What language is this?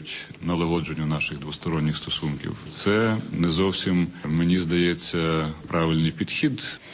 Ukrainian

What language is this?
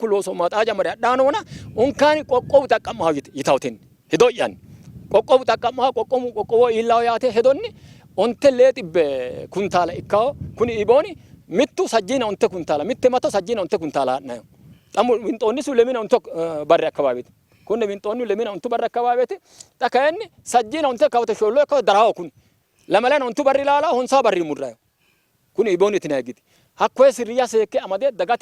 Sidamo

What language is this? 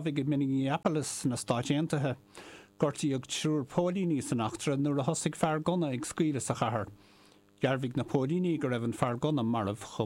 Irish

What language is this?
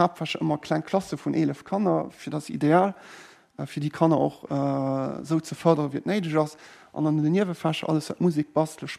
Luxembourgish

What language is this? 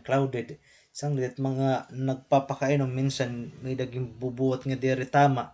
Waray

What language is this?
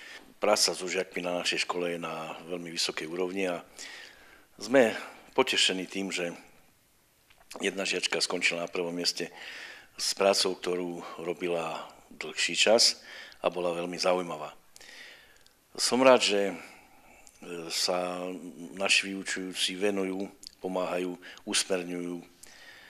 Slovak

